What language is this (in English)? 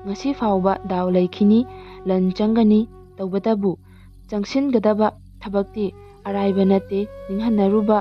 Manipuri